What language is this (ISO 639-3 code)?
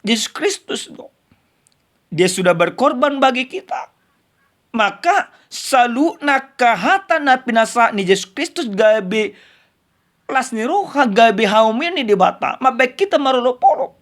bbc